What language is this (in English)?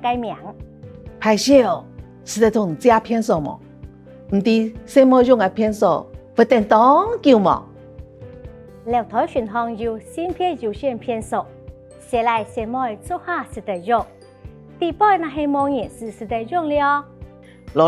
Hakka Chinese